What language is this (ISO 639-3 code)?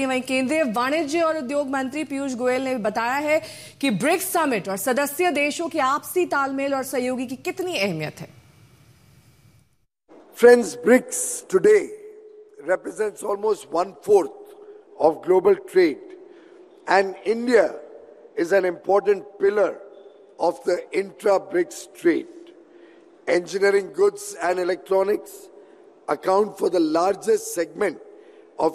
hin